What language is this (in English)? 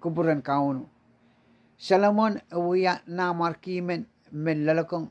Pohnpeian